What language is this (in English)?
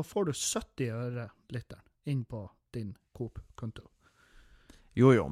Norwegian